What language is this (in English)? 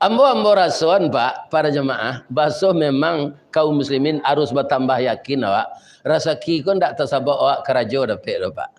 Minangkabau